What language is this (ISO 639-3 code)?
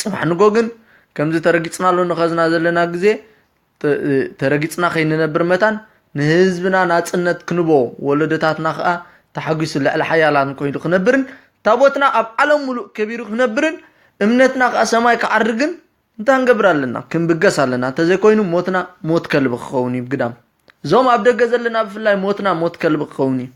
tir